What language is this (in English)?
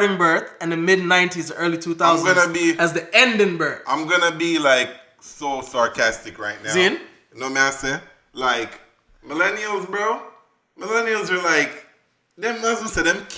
Jamaican Creole English